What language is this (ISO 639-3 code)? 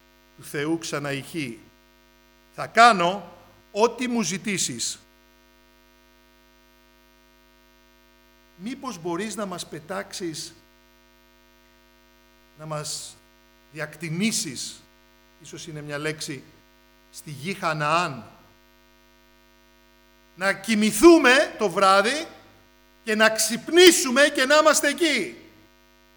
ell